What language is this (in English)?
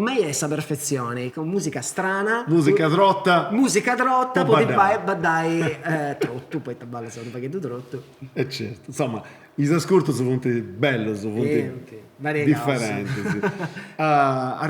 Sardinian